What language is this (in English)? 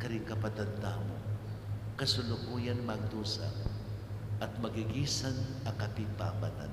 Pampanga